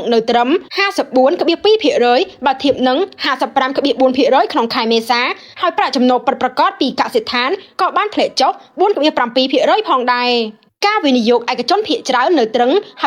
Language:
Khmer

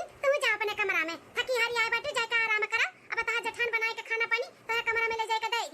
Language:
Awadhi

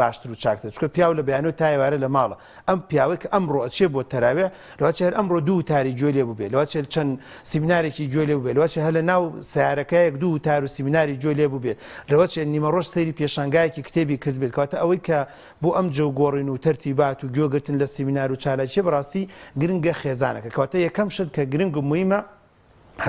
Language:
Central Kurdish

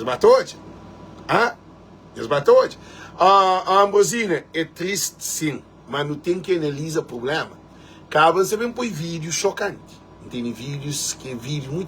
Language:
Kabuverdianu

